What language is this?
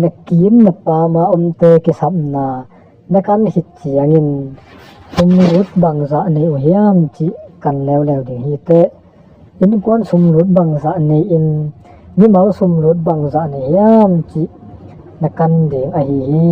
Tedim Chin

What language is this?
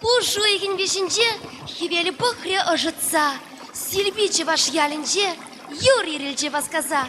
Chuvash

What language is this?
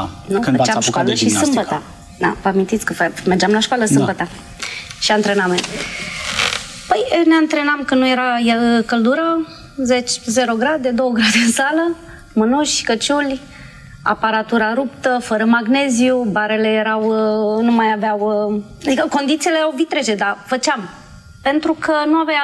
Romanian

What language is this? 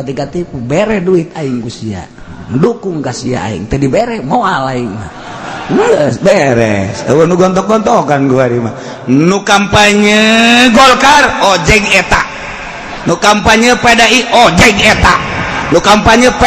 Sundanese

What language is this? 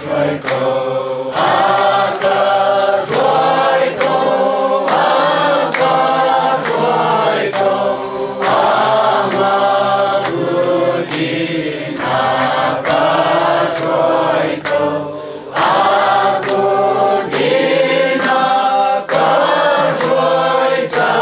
Hakha Chin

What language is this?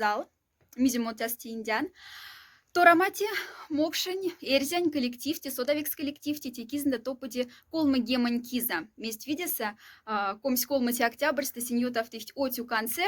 Moksha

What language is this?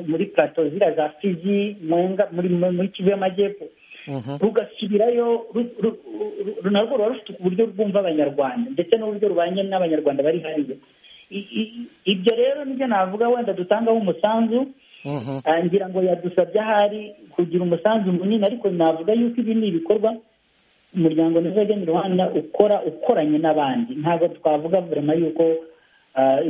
Kinyarwanda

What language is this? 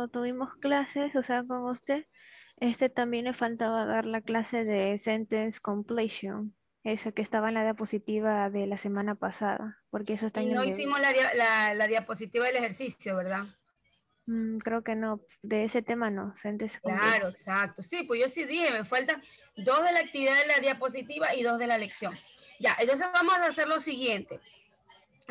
Spanish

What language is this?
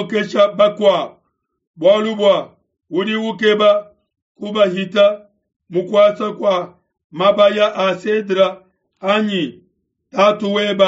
Luba-Lulua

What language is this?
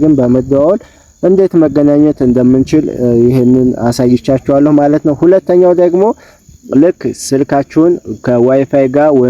Amharic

